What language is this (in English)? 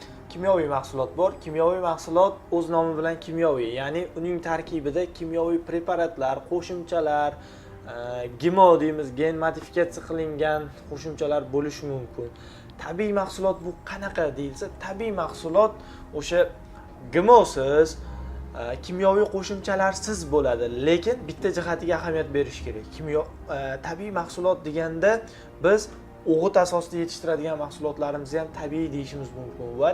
Uzbek